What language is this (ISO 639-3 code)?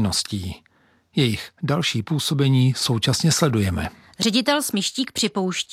ces